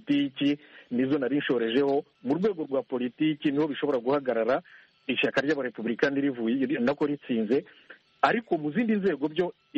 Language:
Kinyarwanda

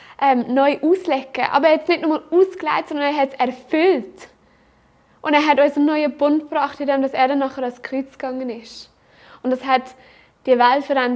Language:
Swiss German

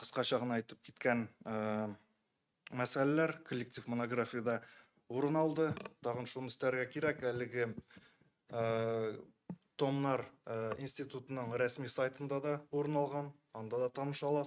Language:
Tatar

